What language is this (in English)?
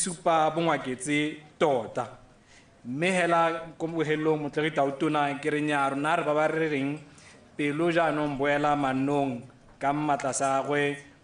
Tswana